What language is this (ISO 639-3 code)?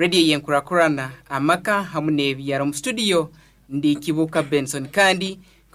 nyo